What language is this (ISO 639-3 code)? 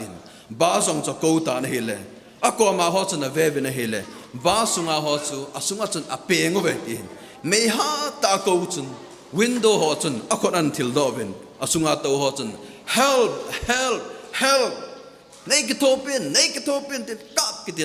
tcz